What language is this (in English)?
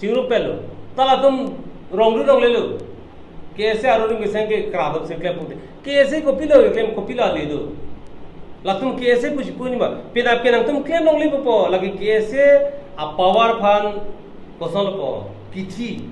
Karbi